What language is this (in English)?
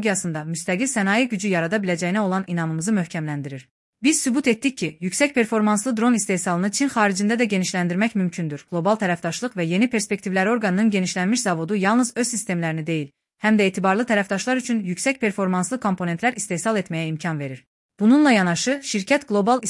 Azerbaijani